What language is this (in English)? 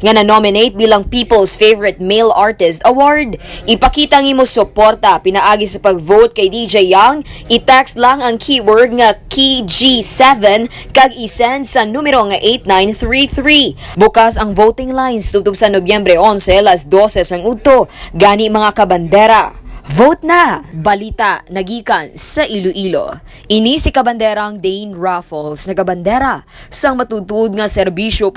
Hiligaynon